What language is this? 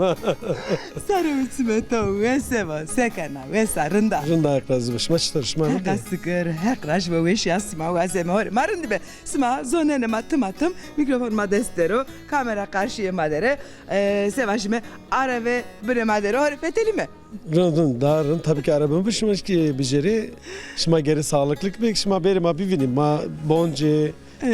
Zaza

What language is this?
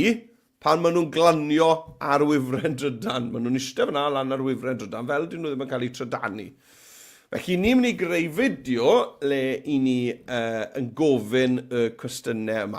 Welsh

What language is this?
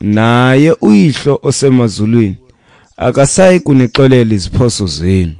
Xhosa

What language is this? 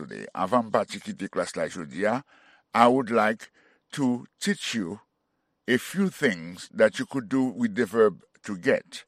Haitian Creole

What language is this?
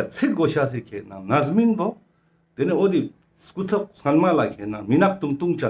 Ladakhi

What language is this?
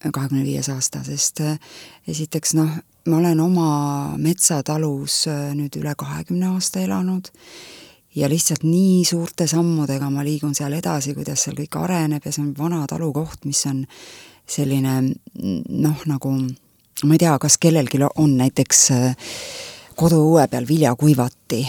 Estonian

